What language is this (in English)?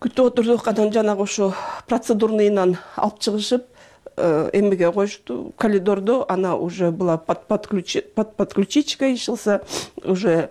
Kyrgyz